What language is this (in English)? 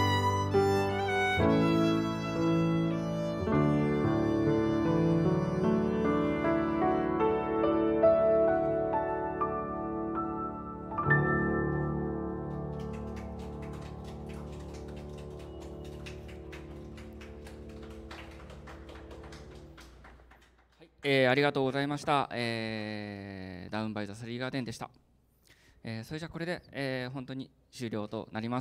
Japanese